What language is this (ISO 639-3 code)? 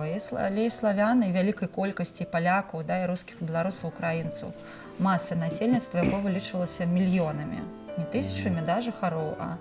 bel